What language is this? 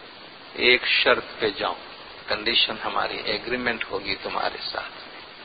Urdu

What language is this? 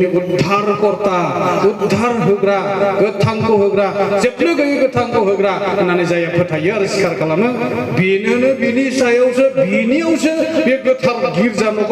Bodo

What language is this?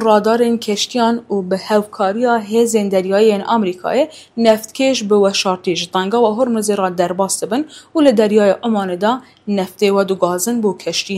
Kurdish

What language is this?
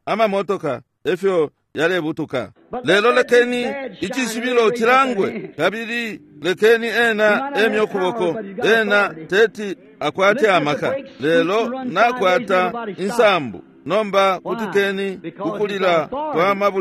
Bemba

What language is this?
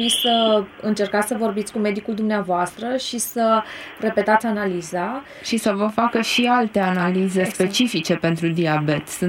Romanian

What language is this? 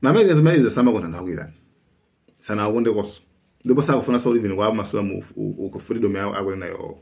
Nyanja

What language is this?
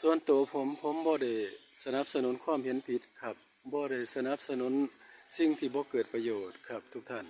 Northeastern Thai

